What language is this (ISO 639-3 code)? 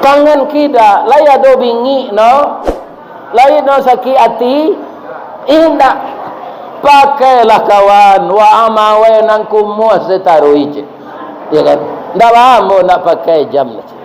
min